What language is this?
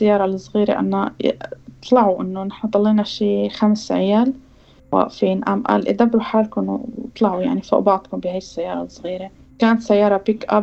North Levantine Arabic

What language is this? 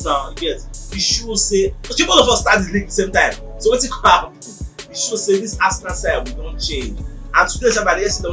Nigerian Pidgin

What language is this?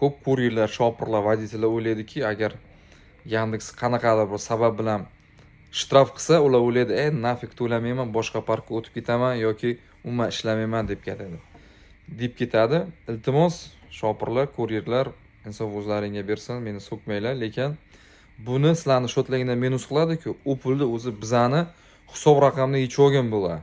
Uzbek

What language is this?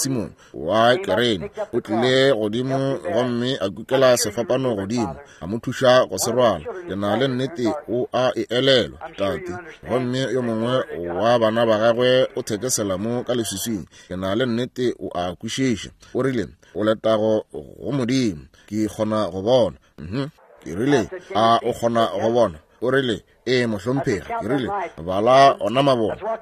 Northern Sotho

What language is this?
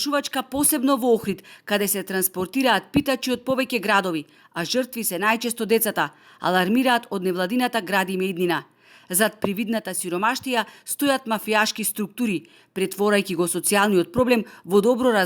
Macedonian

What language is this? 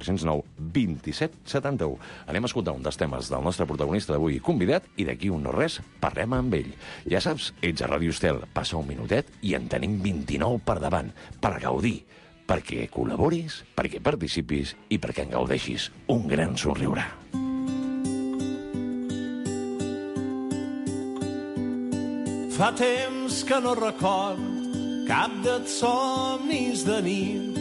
Catalan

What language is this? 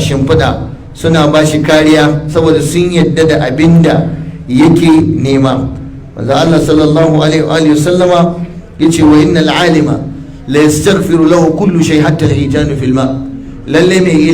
Hausa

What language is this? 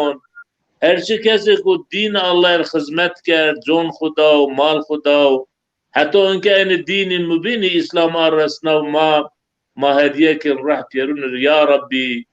Zaza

